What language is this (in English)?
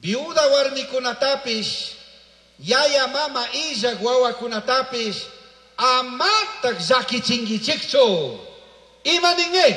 Chimborazo Highland Quichua